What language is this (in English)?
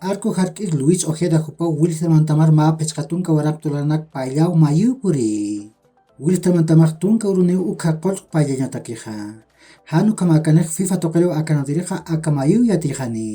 Aymara